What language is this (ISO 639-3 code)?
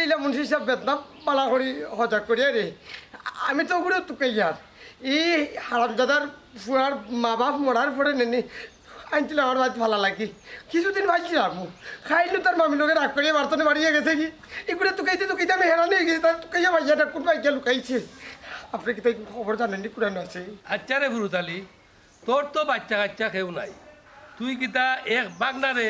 syl